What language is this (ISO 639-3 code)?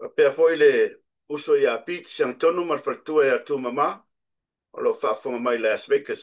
smo